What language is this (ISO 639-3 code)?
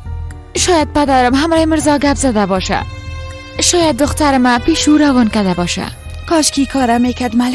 fas